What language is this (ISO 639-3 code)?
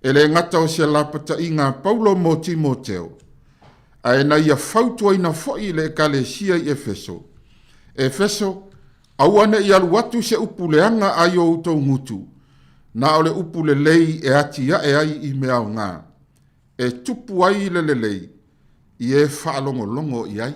smo